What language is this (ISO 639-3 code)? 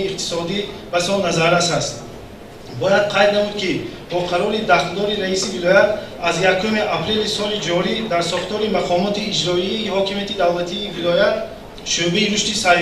tgk